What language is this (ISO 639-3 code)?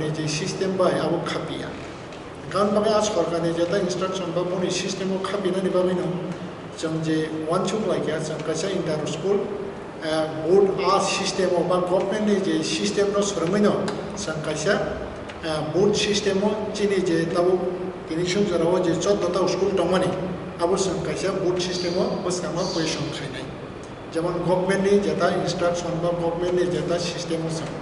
trp